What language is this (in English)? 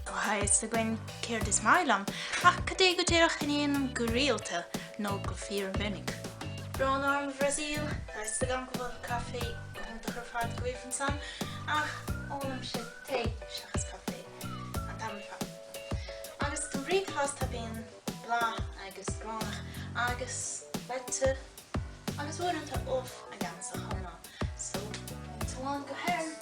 Irish